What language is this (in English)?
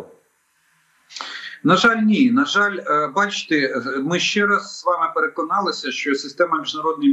Ukrainian